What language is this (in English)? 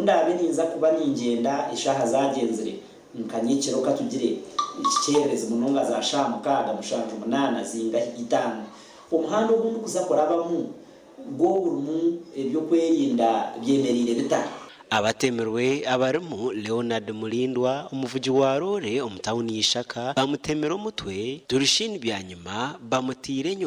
Nyankole